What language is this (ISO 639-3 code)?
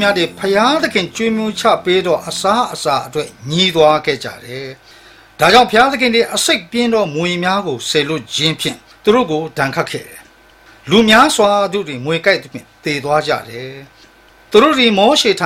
mya